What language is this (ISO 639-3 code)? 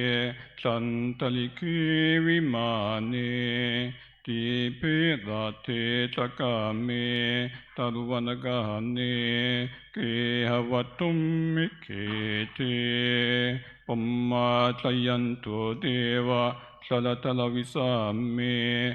pli